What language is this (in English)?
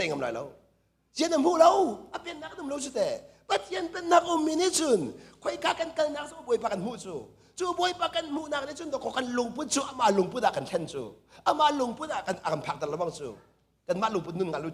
Hakha Chin